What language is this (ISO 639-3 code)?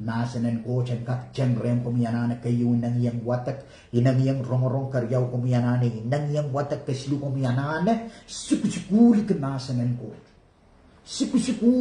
pon